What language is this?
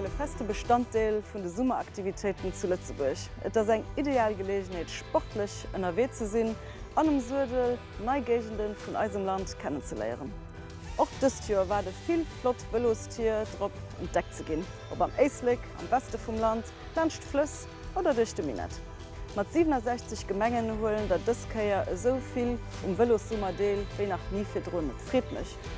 Luxembourgish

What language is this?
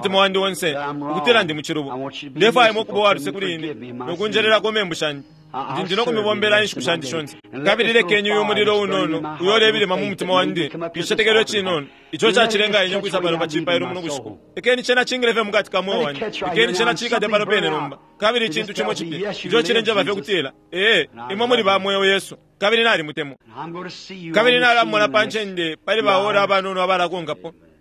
Bemba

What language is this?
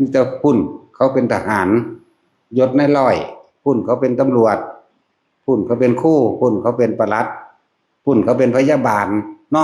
Northeastern Thai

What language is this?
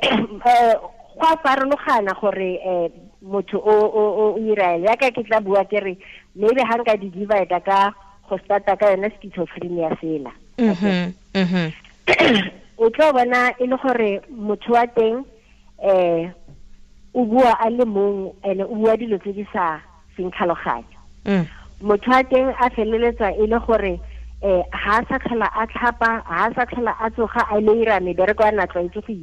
Tswana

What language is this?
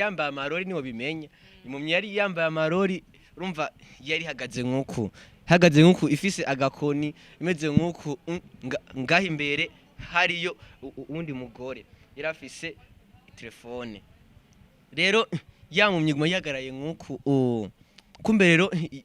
Rundi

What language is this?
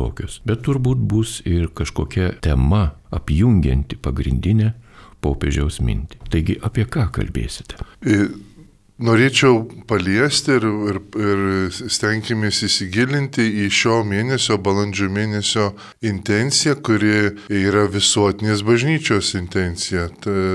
Lithuanian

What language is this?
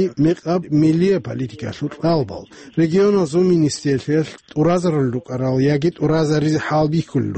Avaric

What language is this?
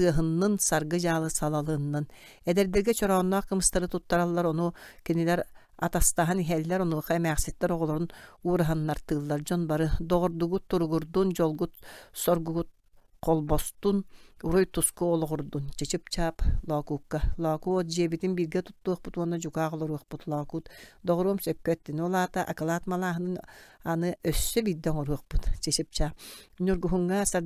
Yakut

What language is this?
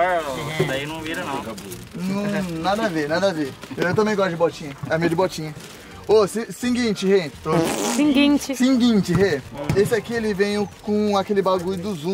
Portuguese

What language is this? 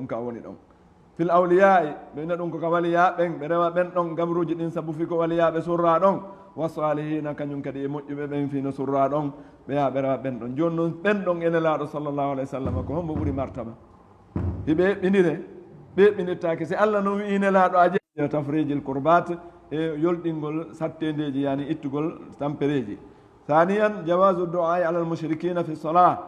Fula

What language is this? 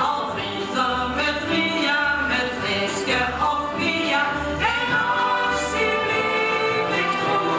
Limburgish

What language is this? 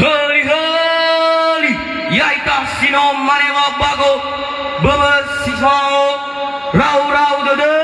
Nias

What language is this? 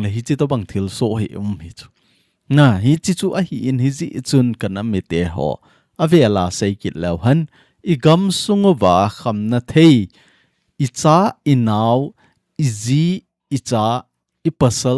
Thado Chin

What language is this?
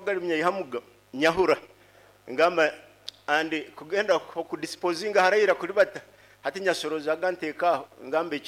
Nyoro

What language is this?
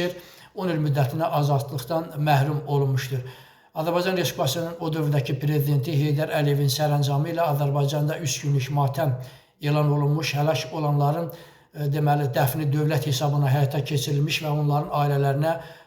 Azerbaijani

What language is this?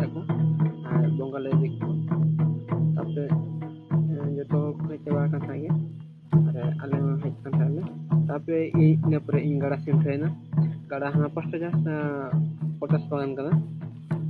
Santali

